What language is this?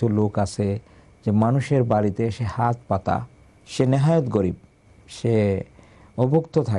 Bangla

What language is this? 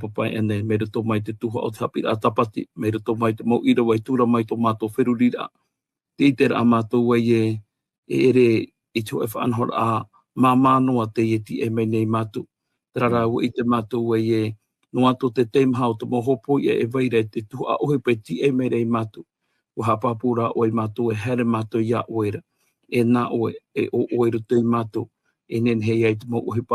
Tahitian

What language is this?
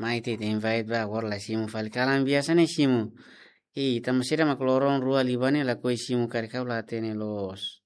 Tetum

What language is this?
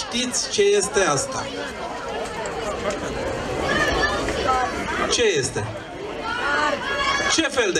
Romanian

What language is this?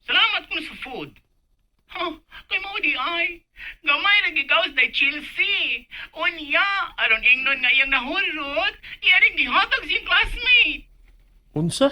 Cebuano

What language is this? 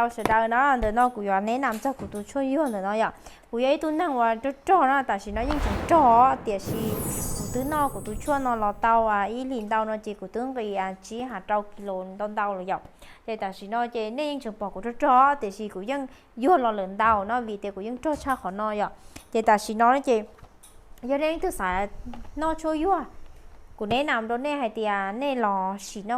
Hmong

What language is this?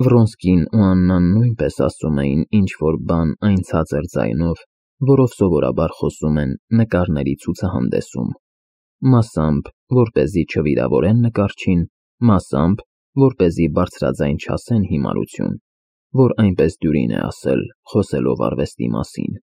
Armenian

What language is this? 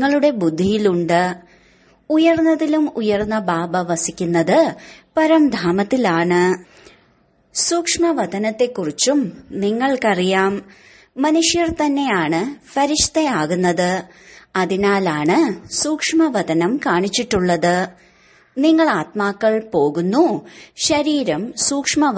Malayalam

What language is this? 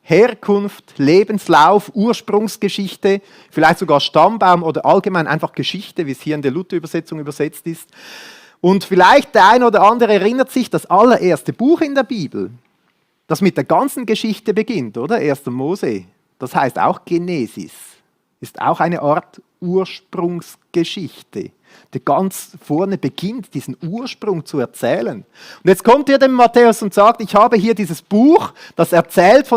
Swiss German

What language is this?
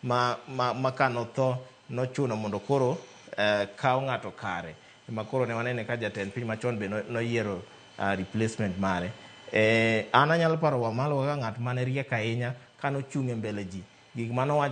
Luo (Kenya and Tanzania)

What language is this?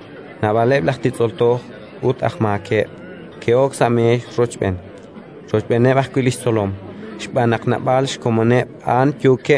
Kekchí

